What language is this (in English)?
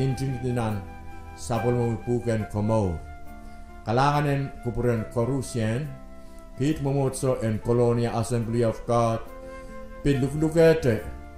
Pohnpeian